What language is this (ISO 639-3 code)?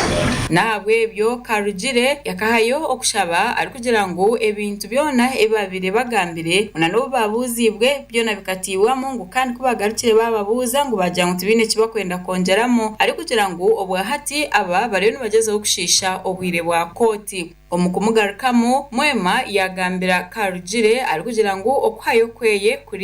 nyn